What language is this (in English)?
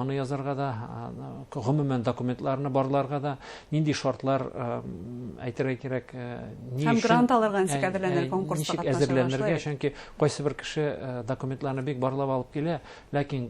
Bashkir